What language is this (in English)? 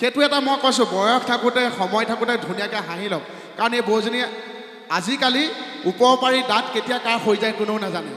Assamese